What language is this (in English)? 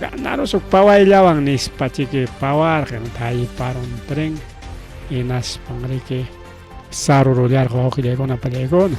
Ayacucho Quechua